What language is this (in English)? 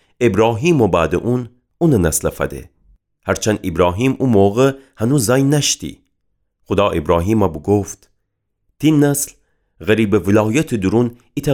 Gilaki